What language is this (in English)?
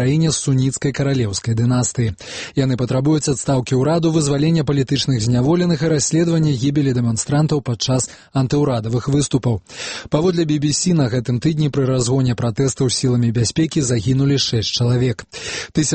Belarusian